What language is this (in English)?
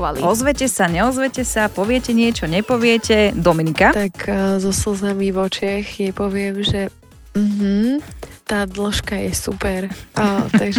Slovak